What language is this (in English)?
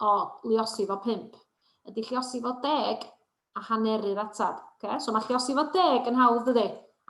Welsh